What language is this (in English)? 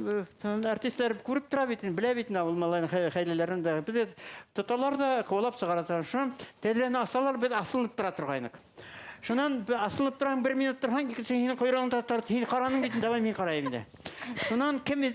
Bashkir